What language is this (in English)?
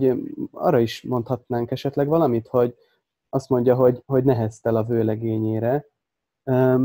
Hungarian